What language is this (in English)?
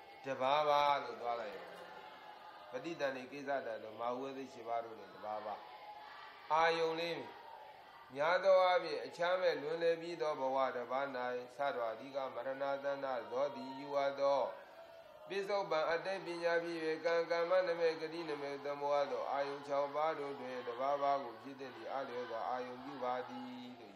Burmese